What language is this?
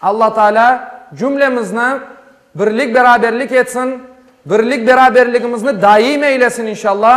Crimean Tatar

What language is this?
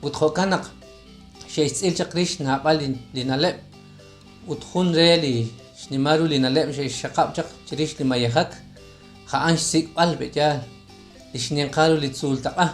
Kekchí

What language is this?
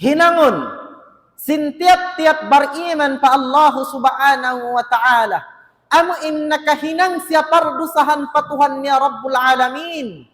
Tausug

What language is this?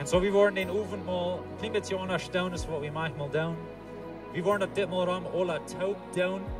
Plautdietsch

